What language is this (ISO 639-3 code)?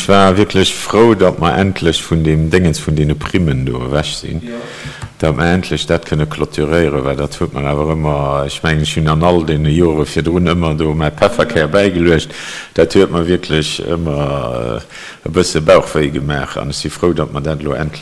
ltz